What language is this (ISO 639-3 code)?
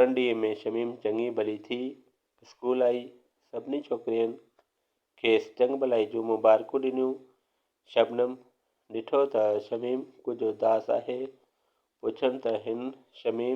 snd